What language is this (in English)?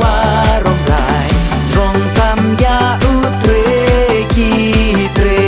Khasi